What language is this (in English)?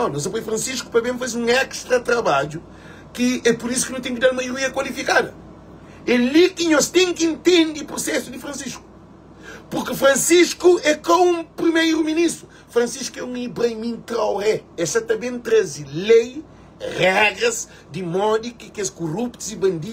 Kabuverdianu